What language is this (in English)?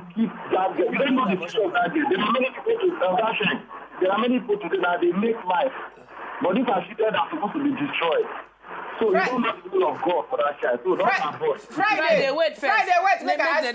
Nigerian Pidgin